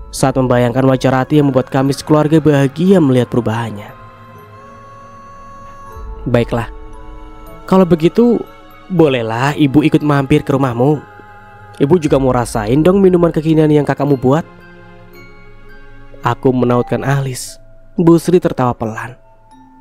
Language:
Indonesian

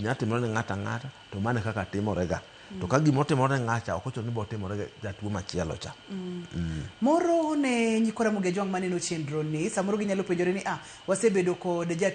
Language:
Luo (Kenya and Tanzania)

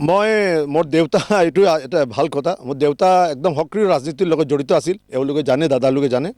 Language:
Assamese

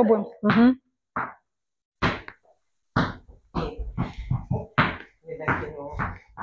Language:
Russian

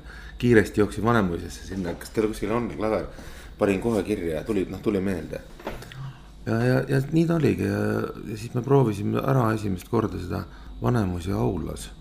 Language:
Estonian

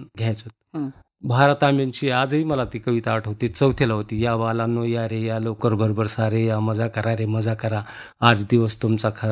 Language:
Marathi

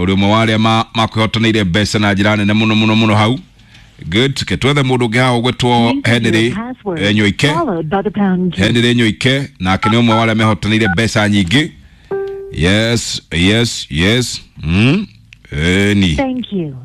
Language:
Kikuyu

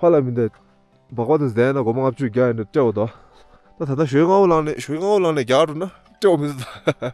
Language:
Tibetan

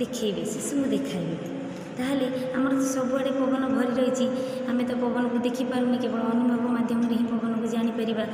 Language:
Odia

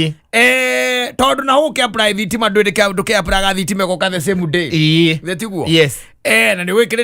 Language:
Kikuyu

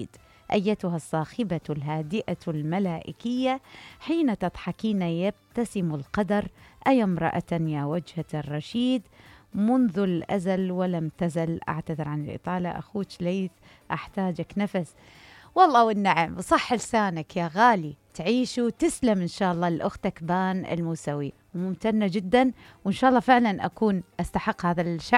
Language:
Mesopotamian Arabic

